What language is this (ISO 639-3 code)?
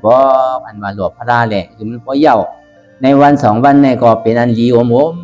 shn